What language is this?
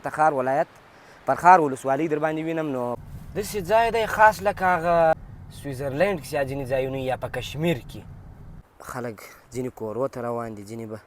Pashto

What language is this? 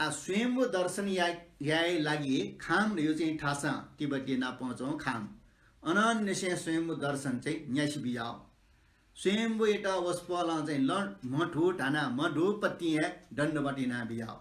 Newari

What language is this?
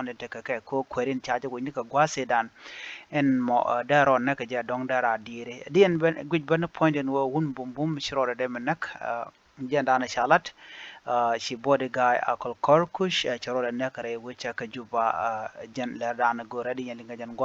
Nuer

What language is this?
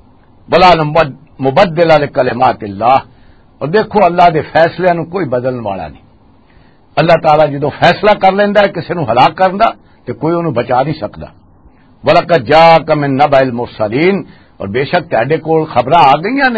Western Panjabi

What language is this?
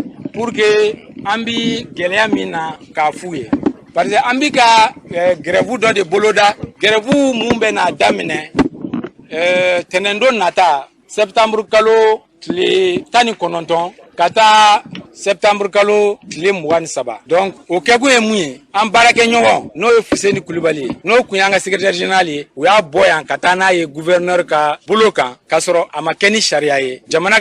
Bambara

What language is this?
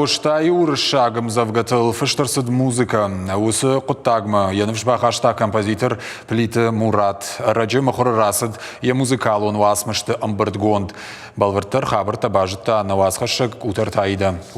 Ossetic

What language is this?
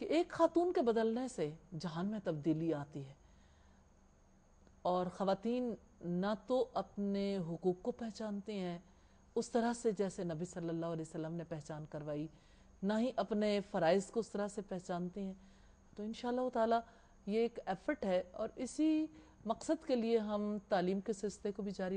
Urdu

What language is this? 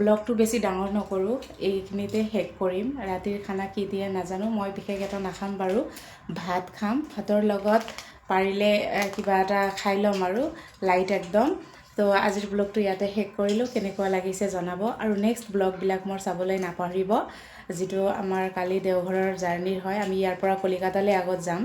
Assamese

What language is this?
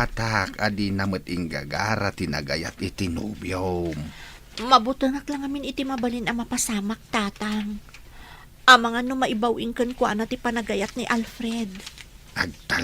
Iloko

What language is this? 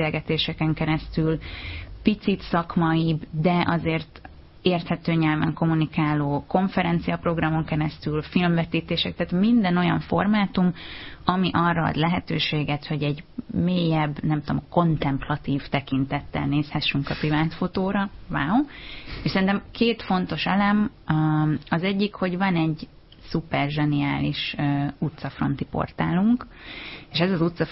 Hungarian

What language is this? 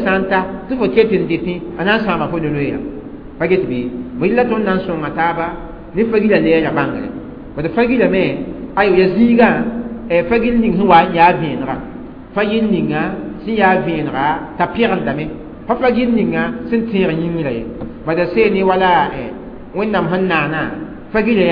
Mossi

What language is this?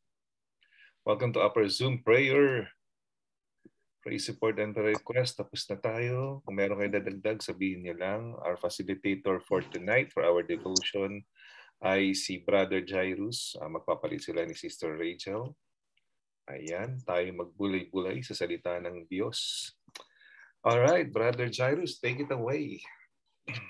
Filipino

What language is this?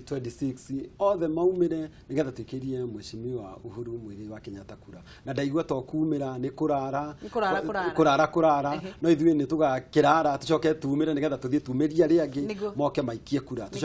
Kikuyu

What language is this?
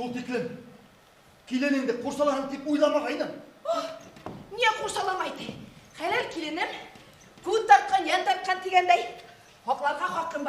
Bashkir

